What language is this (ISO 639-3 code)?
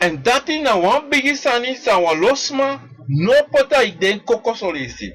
srn